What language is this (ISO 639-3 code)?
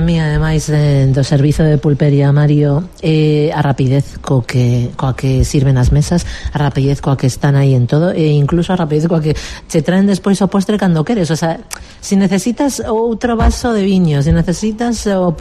glg